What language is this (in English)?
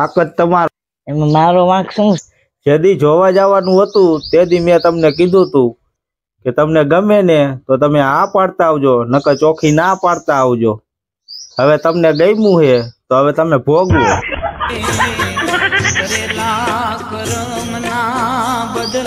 Gujarati